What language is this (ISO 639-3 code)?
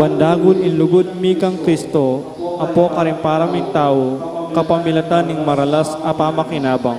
pam